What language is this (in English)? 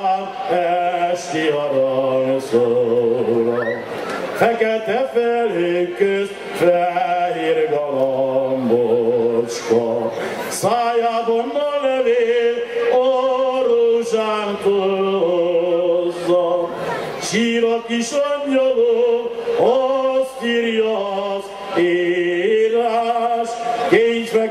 Hungarian